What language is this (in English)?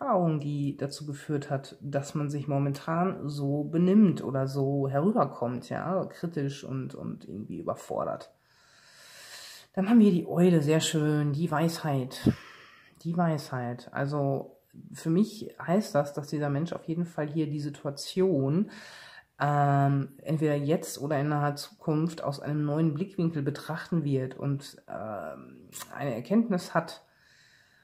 German